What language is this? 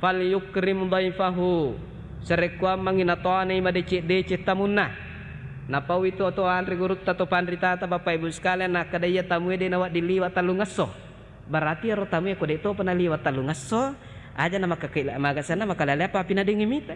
Buginese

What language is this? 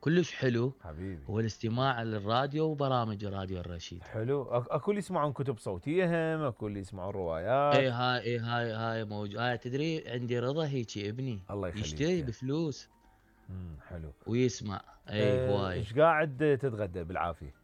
Mesopotamian Arabic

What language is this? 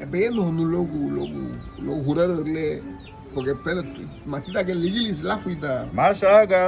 Garifuna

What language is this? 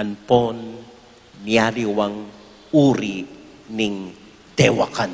Pampanga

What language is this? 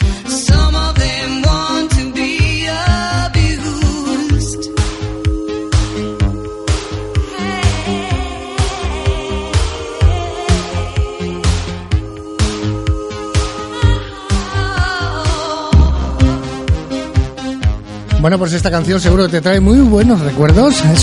Spanish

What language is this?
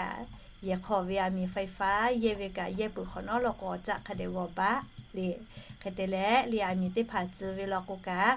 Lahu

